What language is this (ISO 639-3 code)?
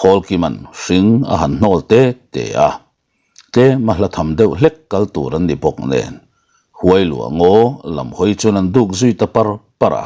lus